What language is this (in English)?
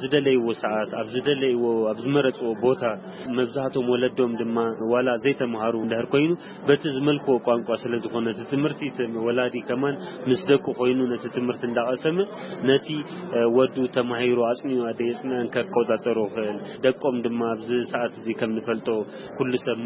Tigrinya